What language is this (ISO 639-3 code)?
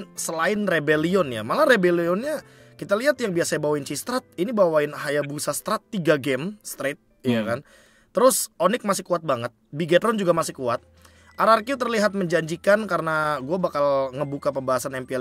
ind